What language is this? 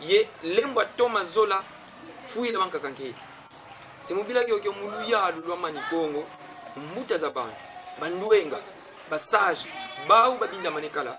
Kongo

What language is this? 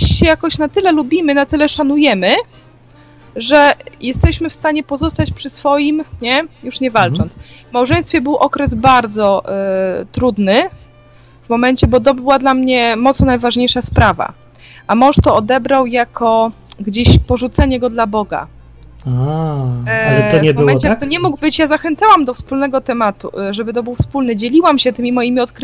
Polish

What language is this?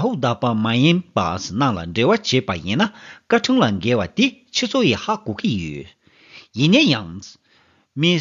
Tibetan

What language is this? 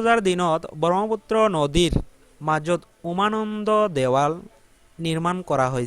Assamese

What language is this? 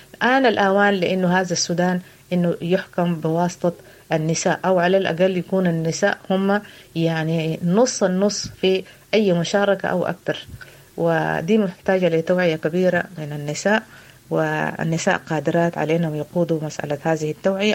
Sudanese Arabic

